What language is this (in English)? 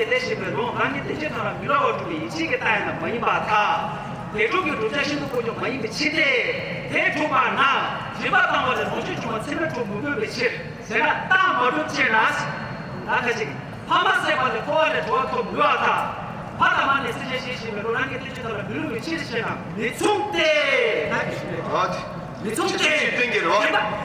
Tibetan